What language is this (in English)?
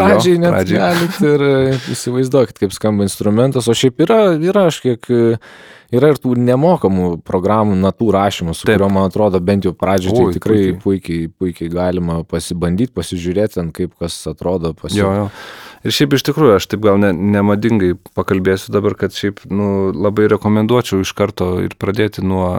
Lithuanian